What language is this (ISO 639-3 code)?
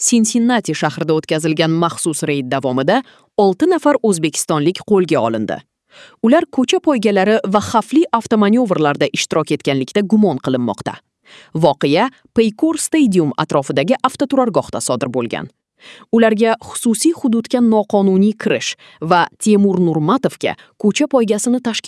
uzb